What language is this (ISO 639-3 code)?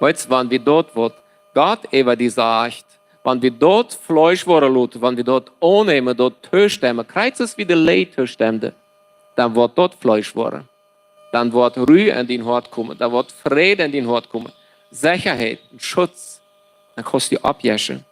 pdt